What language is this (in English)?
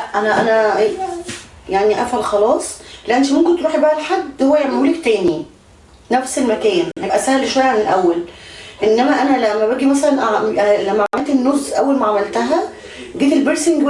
Egyptian Arabic